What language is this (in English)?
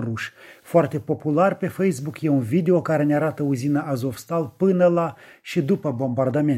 Romanian